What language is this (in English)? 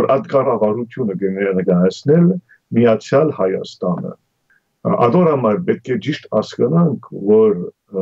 Armenian